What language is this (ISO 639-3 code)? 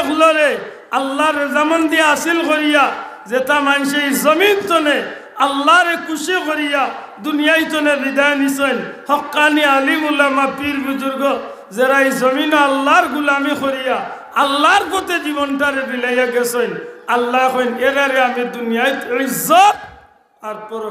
syl